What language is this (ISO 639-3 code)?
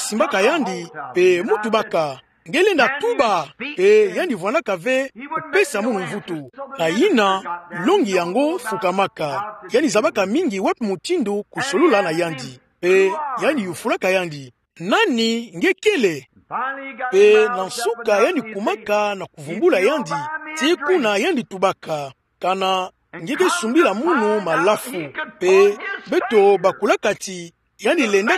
ktu